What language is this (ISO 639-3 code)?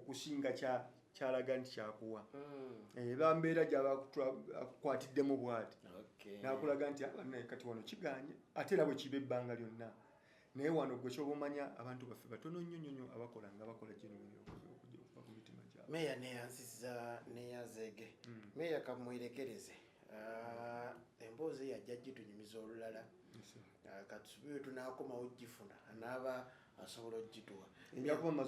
lug